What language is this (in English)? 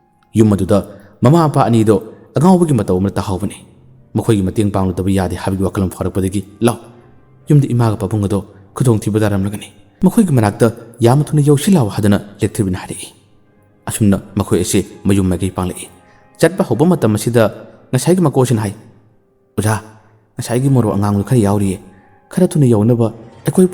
Manipuri